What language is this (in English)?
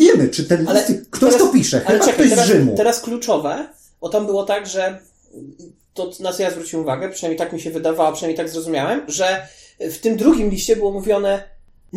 Polish